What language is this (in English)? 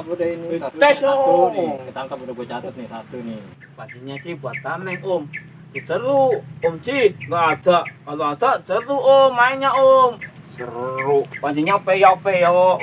Betawi